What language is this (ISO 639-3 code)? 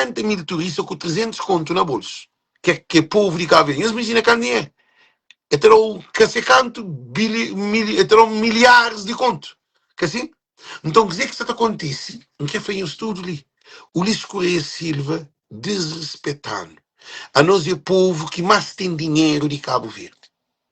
kea